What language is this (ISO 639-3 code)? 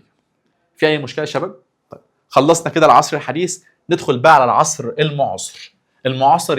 arz